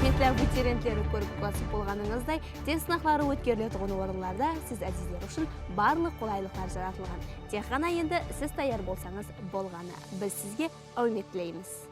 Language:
Kara-Kalpak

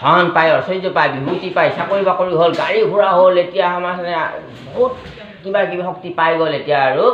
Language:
Assamese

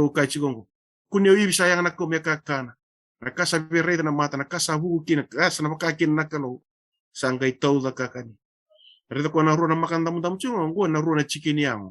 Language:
Fijian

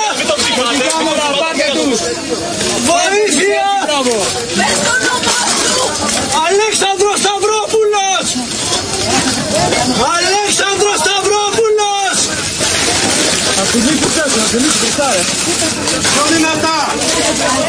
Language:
Greek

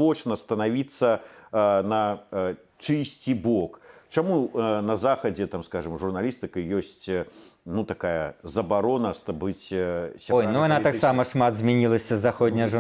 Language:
Belarusian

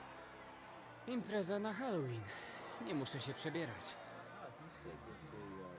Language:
Polish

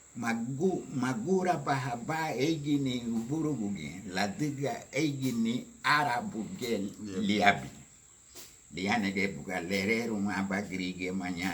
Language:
Garifuna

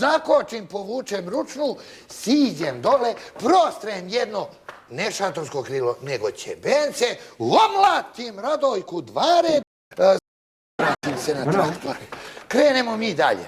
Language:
Serbian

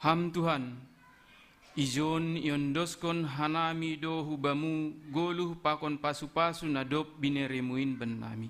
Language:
Batak Simalungun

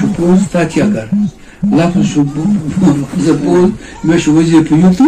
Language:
Kashmiri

